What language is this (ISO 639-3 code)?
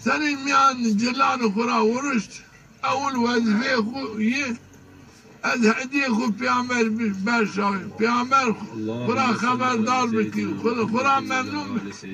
zza